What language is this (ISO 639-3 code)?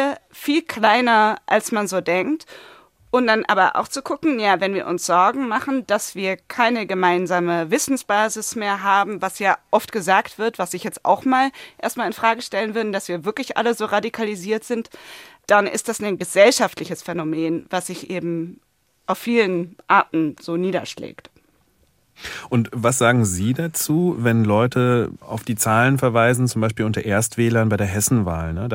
deu